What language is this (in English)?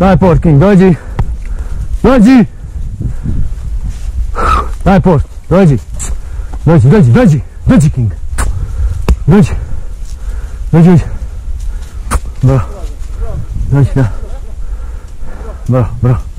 Croatian